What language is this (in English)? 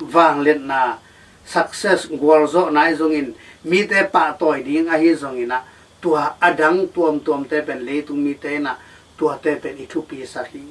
Tedim Chin